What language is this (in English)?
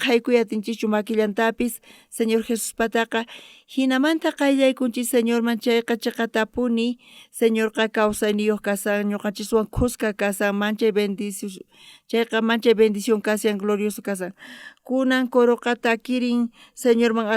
South Bolivian Quechua